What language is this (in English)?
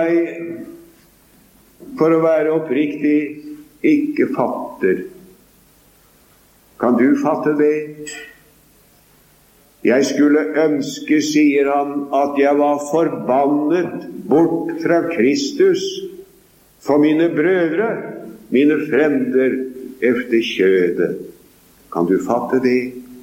Norwegian